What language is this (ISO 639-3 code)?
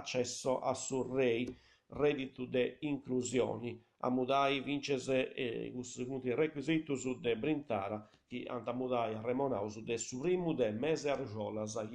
srd